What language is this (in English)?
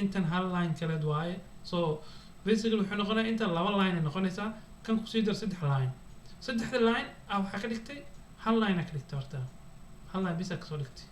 Somali